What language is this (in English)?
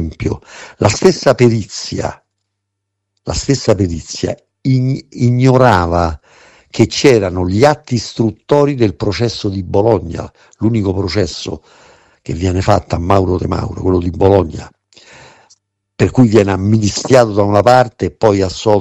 Italian